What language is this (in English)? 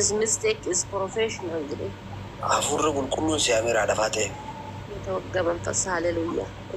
Oromo